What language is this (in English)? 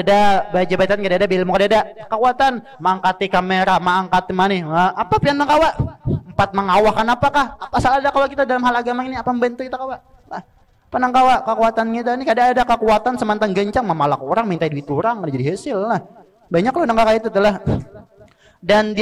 Banjar